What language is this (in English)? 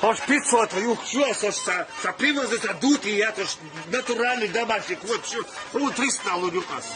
Chechen